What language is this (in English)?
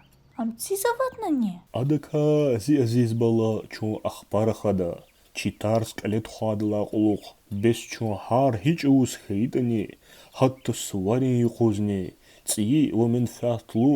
Lezghian